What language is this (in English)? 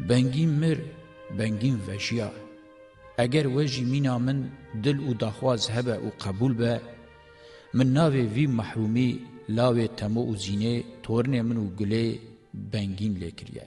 Kurdish